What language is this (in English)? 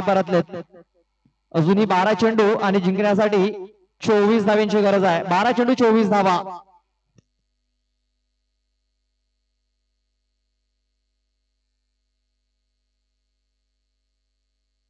Marathi